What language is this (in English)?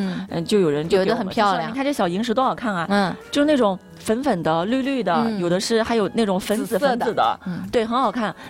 Chinese